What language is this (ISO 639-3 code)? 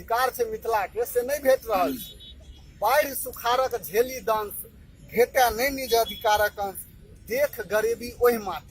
mai